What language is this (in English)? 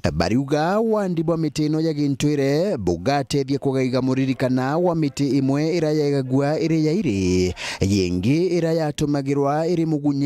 Meru